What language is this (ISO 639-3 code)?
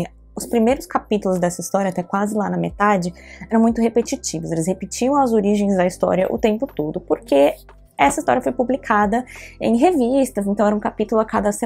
por